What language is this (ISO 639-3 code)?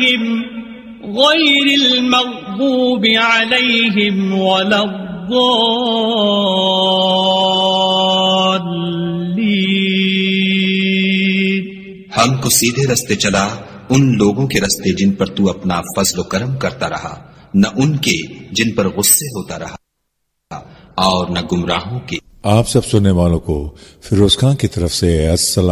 urd